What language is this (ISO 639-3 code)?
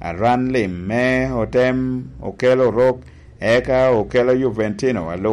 laj